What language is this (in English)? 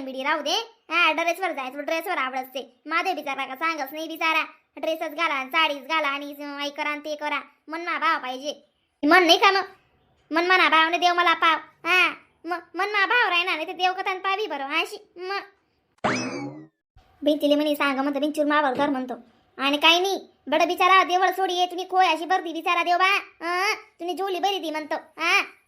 Khandesi